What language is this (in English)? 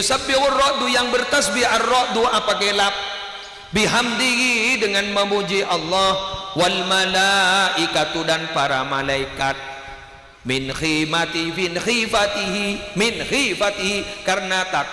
Madurese